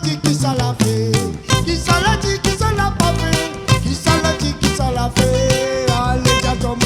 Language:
Réunion Creole French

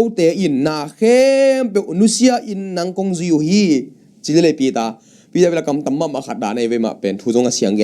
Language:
Tedim Chin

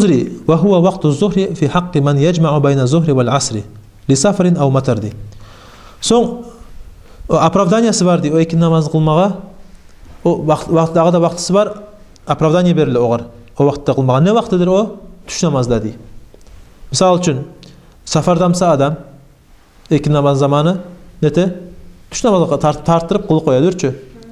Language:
Kumyk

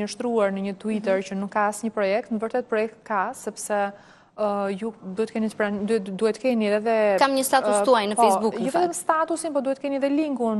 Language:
Albanian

